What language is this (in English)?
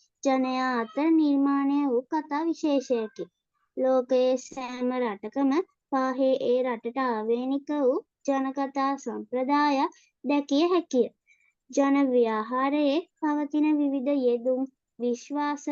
Sinhala